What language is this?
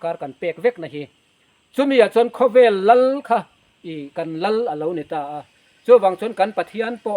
Mizo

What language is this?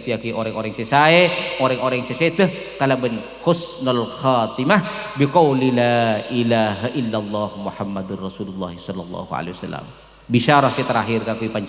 Madurese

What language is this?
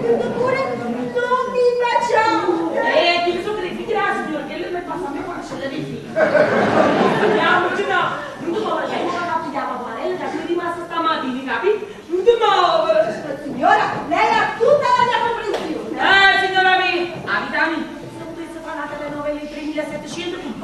Neapolitan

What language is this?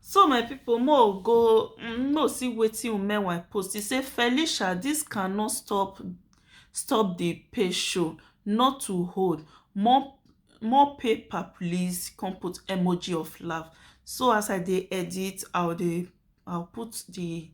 Nigerian Pidgin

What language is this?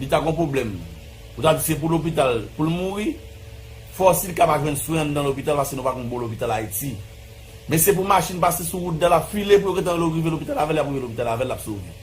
Haitian Creole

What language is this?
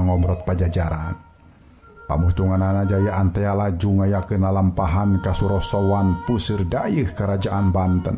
Sundanese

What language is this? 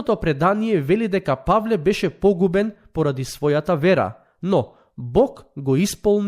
Macedonian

